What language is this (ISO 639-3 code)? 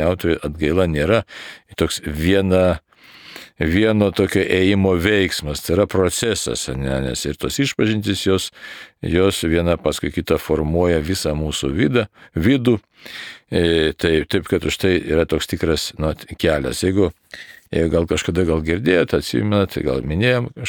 lit